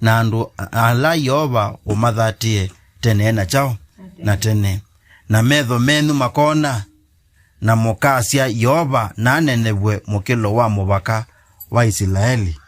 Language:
Kamba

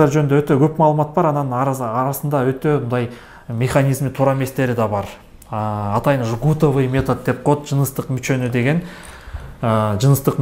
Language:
Kyrgyz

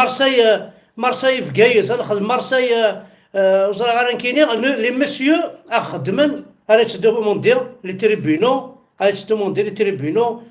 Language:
Kabyle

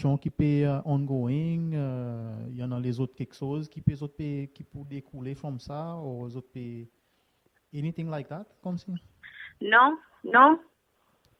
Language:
Seselwa Creole French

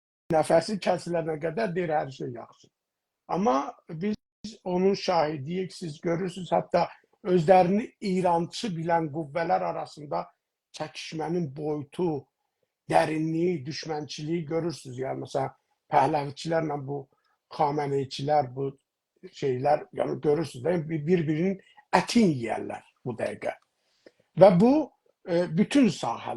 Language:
South Azerbaijani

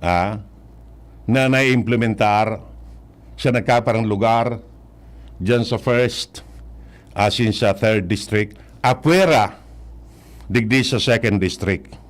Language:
Bikol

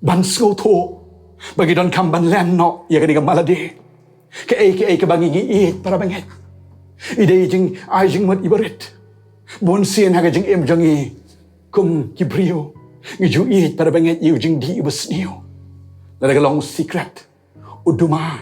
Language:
Khasi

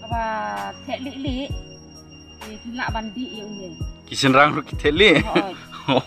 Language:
Khasi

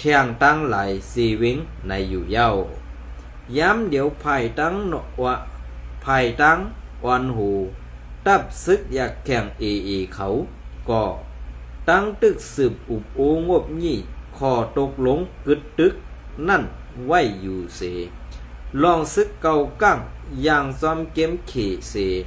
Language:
Shan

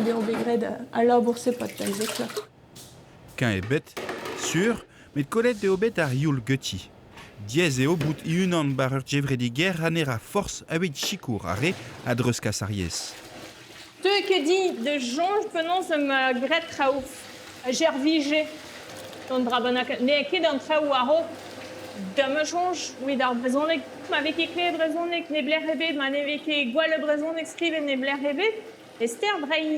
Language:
Breton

